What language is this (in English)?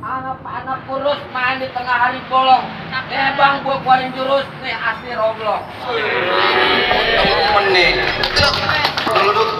Betawi